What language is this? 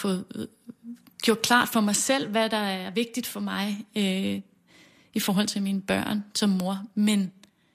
Danish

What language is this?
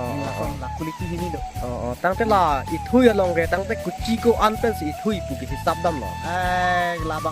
Karbi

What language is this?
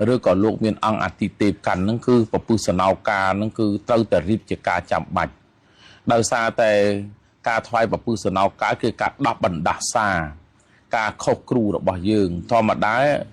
Khmer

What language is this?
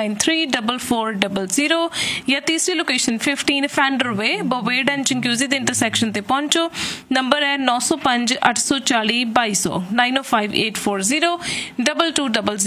Punjabi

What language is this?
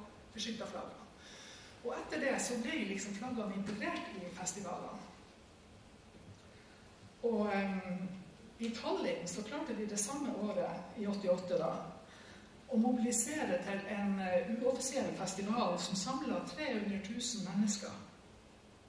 Norwegian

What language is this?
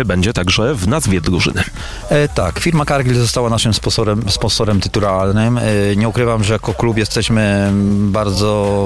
Polish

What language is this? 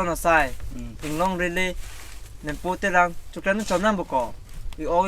Karbi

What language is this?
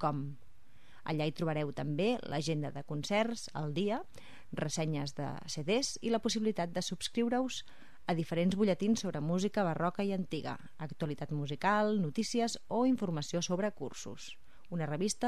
Catalan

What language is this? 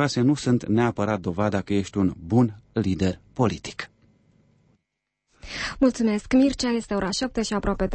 Romanian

